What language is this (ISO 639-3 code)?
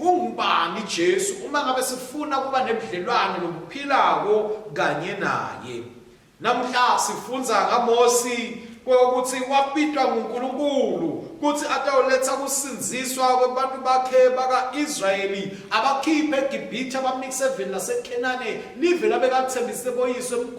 ssw